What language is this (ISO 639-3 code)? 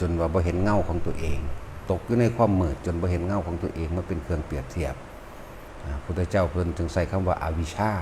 lao